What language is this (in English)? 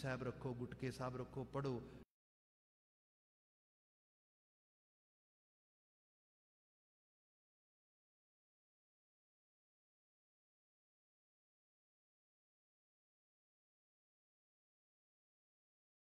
Punjabi